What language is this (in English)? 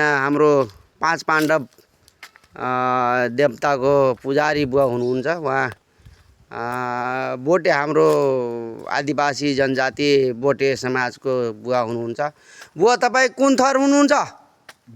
Nepali